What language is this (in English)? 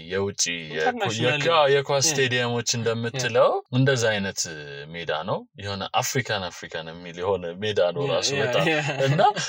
Amharic